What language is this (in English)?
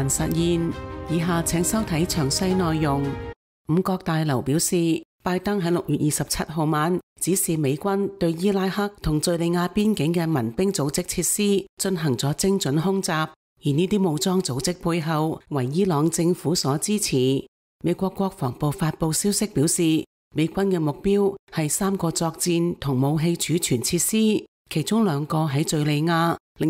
Cantonese